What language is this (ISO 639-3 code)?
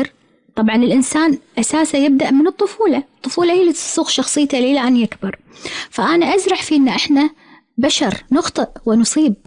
afb